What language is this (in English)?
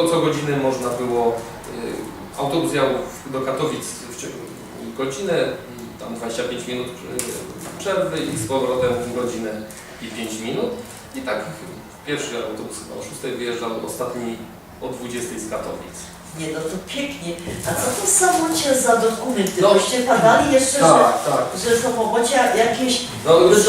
Silesian